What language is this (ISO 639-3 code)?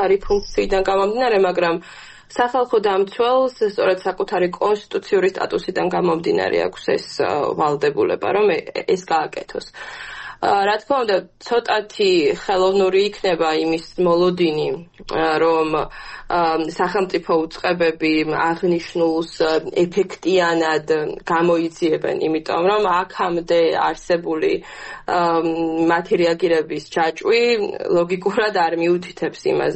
kat